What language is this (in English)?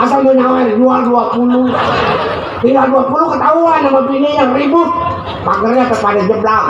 Betawi